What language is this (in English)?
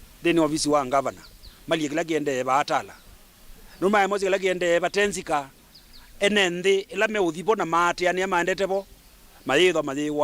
Kamba